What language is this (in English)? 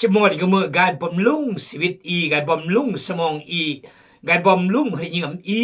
Khmu